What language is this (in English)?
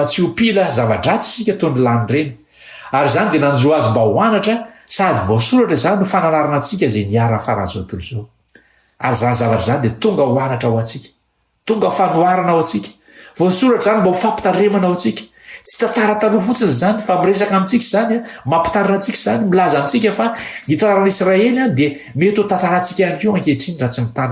Malagasy